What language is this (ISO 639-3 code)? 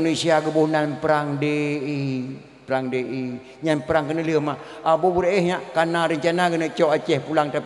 ace